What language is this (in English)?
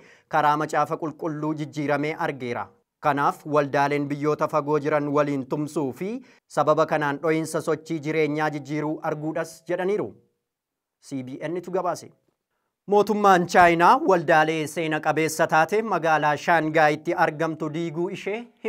Oromo